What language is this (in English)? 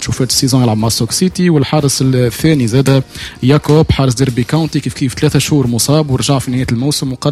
Tunisian Arabic